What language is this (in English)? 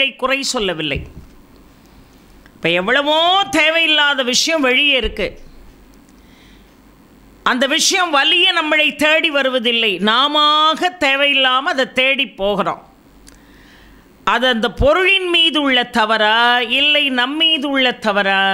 Tamil